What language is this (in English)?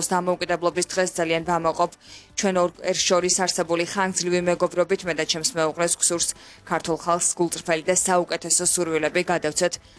Georgian